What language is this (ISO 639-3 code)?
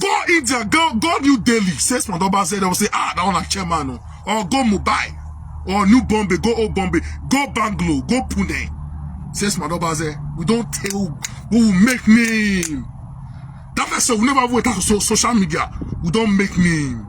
pcm